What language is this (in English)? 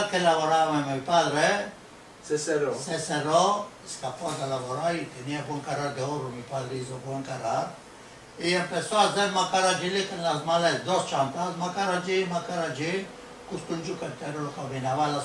Ladino